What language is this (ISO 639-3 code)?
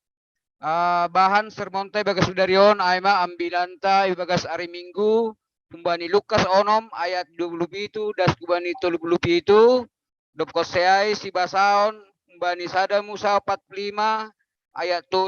bts